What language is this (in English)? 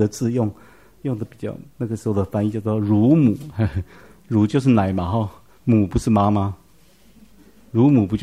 Chinese